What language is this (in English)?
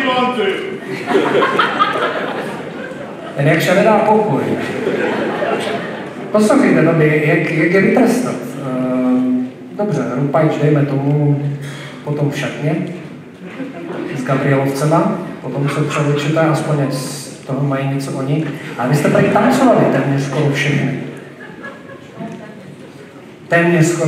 Czech